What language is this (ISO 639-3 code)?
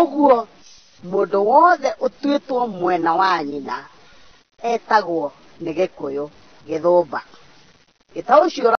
kik